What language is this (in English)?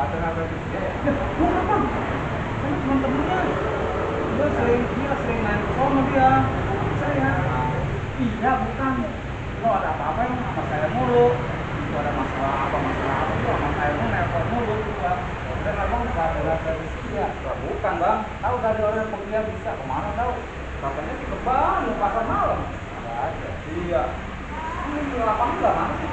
Betawi